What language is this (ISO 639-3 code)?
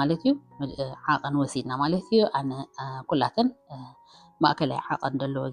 tir